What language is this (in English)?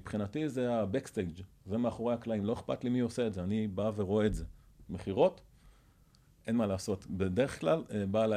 Hebrew